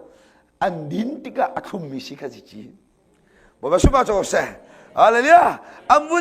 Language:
Hakha Chin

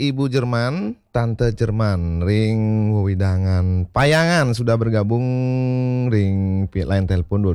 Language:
Balinese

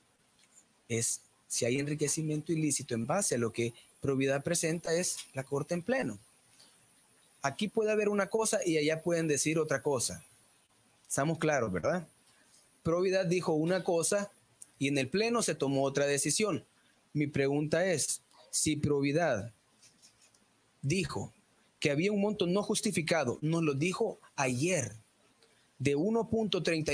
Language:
Spanish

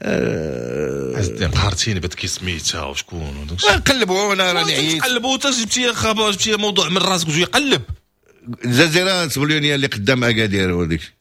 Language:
Moroccan Arabic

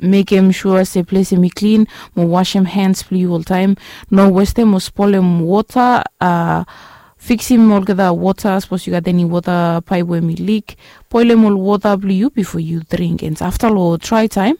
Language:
Bislama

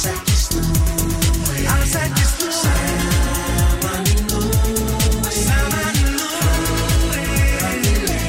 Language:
Icelandic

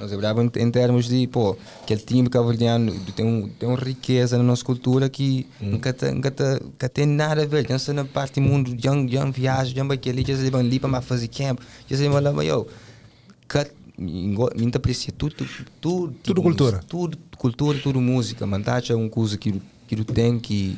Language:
Kabuverdianu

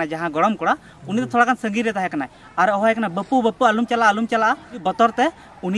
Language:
Santali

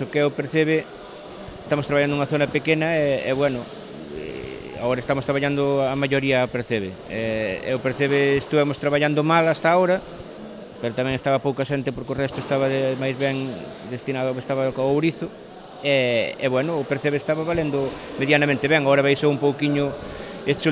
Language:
Galician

